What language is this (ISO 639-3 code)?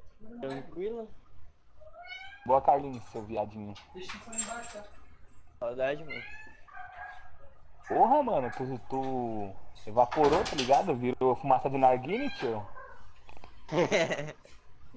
por